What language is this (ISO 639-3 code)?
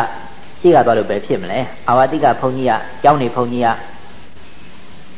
mya